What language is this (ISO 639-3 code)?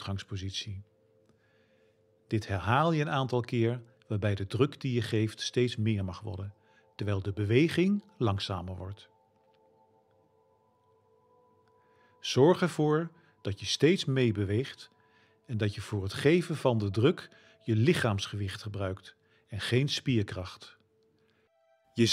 nld